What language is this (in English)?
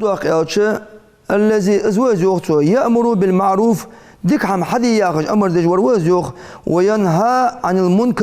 Ingush